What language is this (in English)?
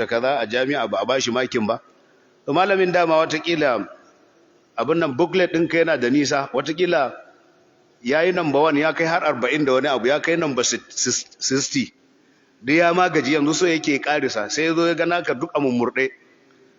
Hausa